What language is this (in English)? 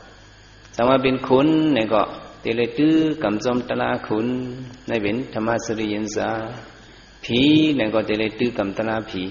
Shan